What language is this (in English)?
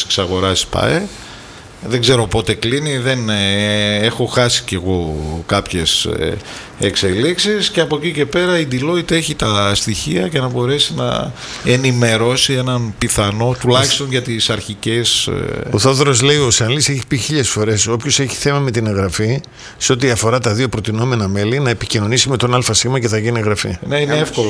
Greek